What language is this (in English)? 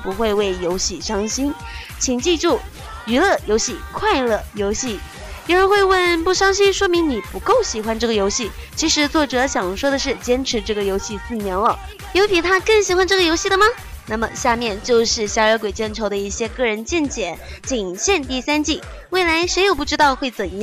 Chinese